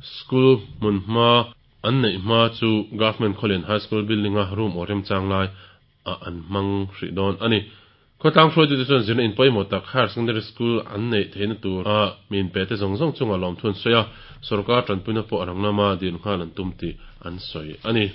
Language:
Mizo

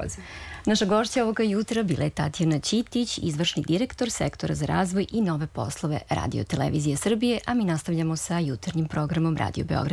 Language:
Serbian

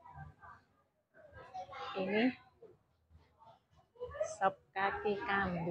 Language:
Indonesian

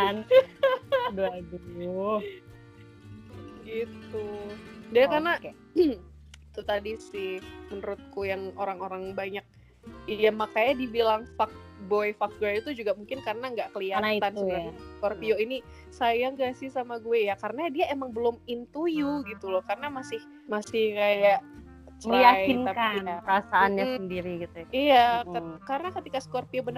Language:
Indonesian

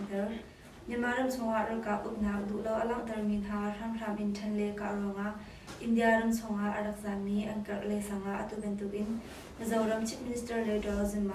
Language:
Hakha Chin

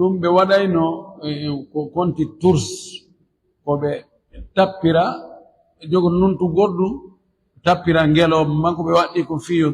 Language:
Fula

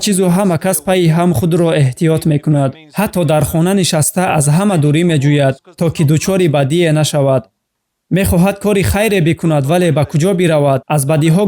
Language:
Tajik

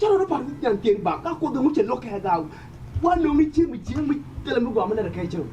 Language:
Nuer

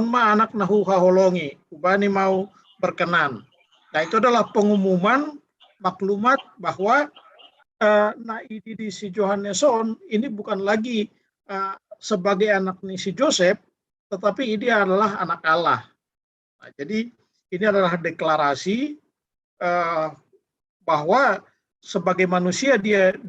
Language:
Batak Simalungun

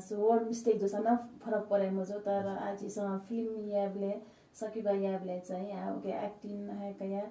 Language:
Newari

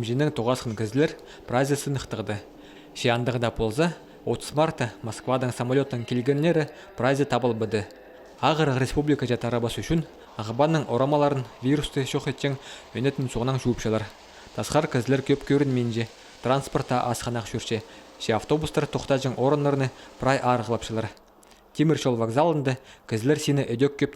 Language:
Khakas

